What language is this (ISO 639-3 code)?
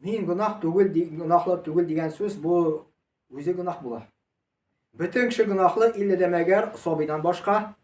tat